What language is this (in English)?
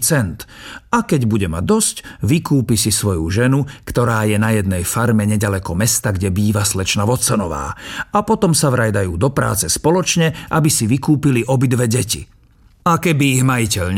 Slovak